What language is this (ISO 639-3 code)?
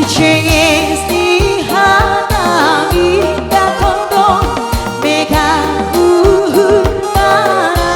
bts